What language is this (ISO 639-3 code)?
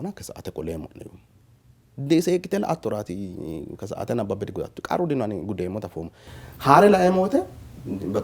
sid